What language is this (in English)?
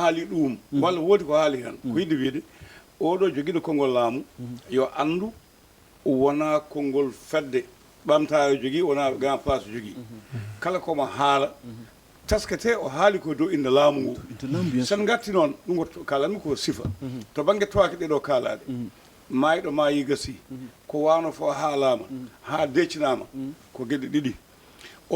Fula